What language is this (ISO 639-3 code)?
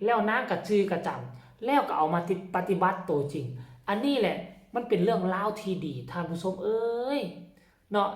lao